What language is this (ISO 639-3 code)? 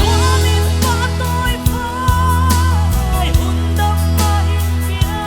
pck